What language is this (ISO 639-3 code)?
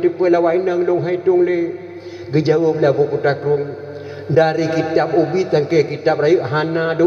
ace